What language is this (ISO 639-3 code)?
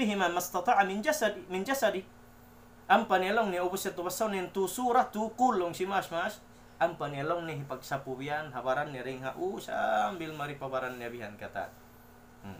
tsg